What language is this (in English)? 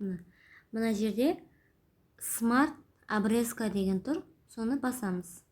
Kazakh